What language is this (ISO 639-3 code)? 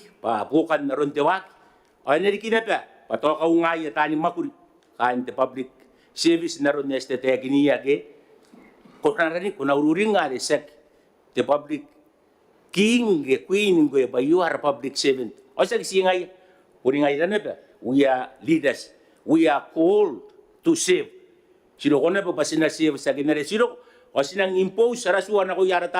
gil